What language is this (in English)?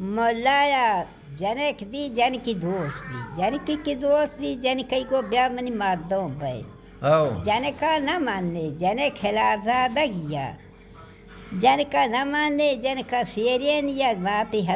Baluchi